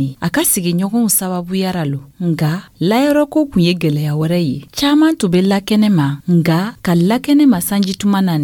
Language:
Dyula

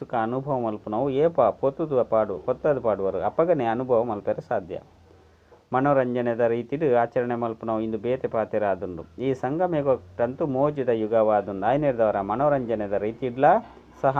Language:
Tulu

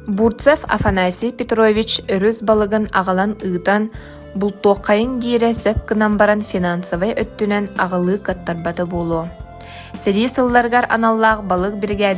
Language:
Yakut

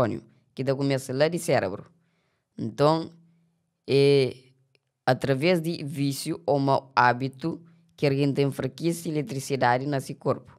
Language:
Kabuverdianu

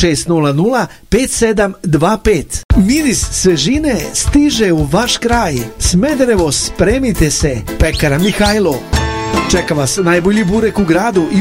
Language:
Serbian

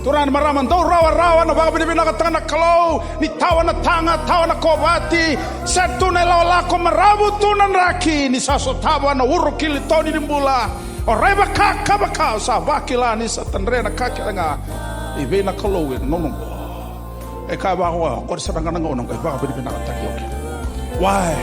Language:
Fijian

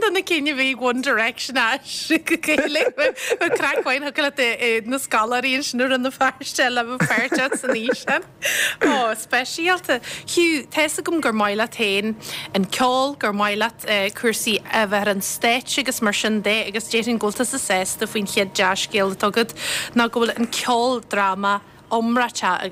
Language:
Irish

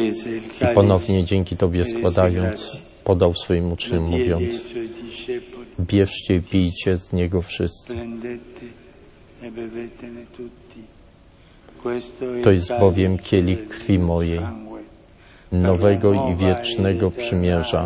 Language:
Polish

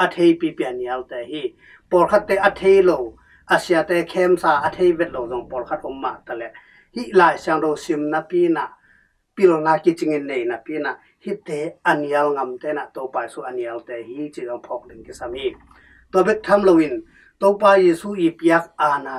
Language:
Tedim Chin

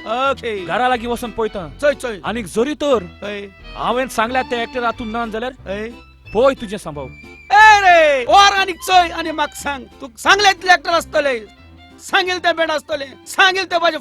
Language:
Konkani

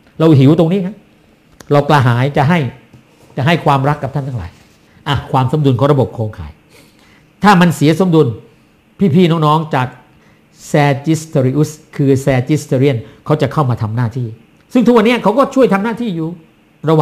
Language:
Thai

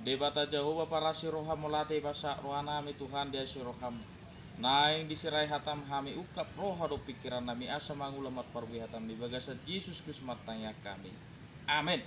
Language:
Batak Toba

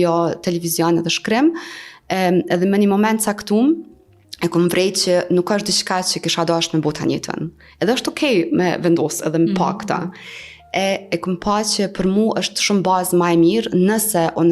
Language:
Albanian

